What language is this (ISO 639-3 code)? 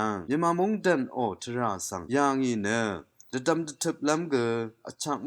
raw